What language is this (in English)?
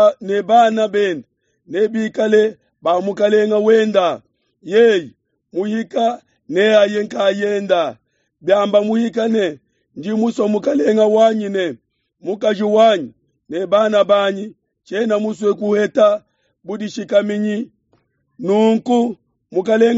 Luba-Lulua